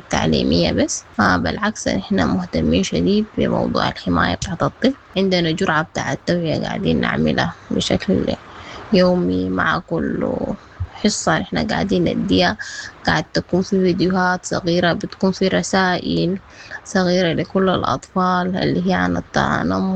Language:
Sudanese Arabic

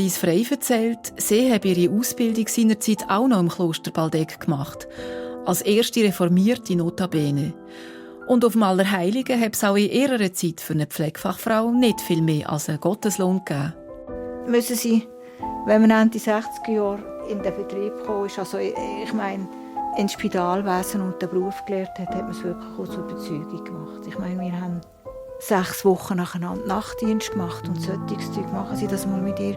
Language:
Swiss German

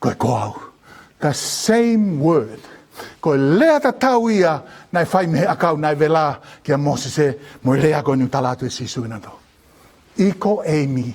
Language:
Tongan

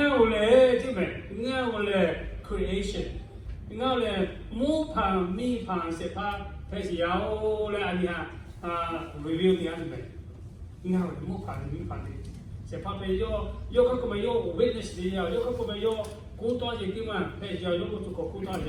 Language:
Lahu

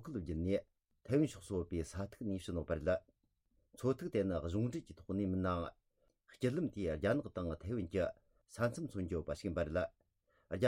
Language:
Tibetan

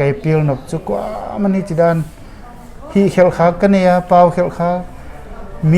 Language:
Paite Chin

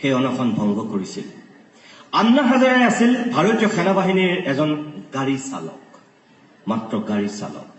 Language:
Assamese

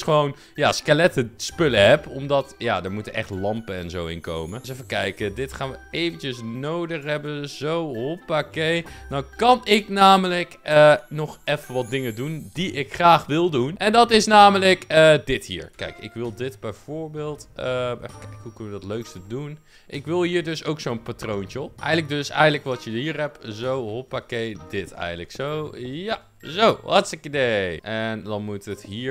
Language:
Dutch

